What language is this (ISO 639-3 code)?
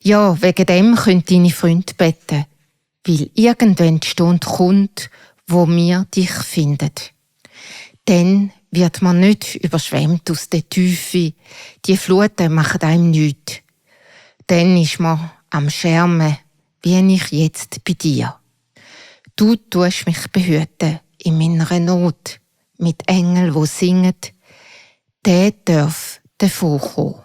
gsw